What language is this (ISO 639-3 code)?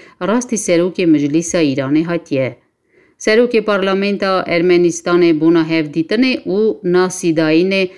kur